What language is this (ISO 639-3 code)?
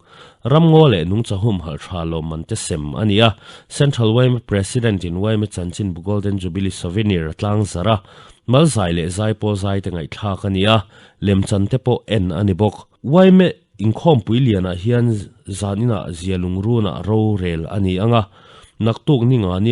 lus